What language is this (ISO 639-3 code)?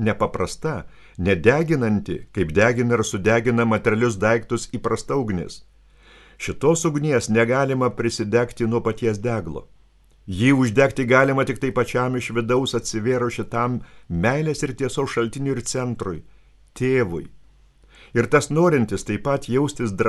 lit